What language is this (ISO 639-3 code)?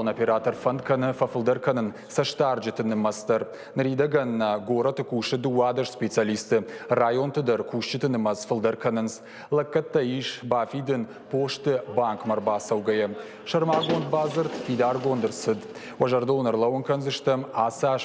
oss